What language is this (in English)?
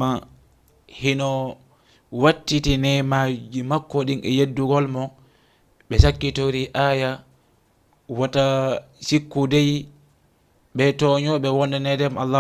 Fula